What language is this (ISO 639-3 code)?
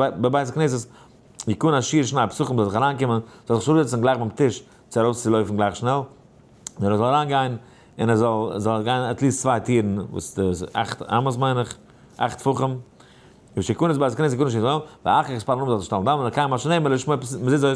yid